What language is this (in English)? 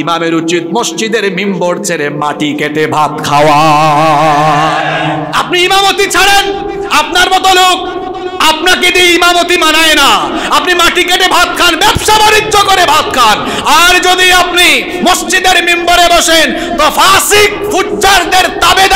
Bangla